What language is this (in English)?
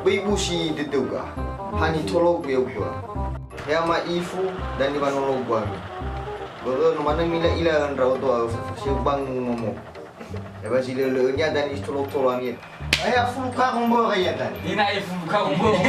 Nias